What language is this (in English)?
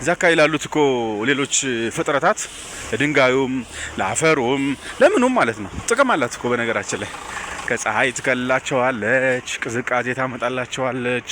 Amharic